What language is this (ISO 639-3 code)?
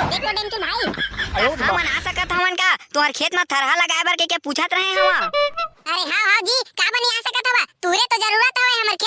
hne